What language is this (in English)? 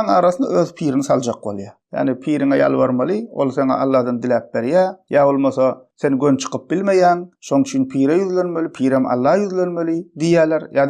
Turkmen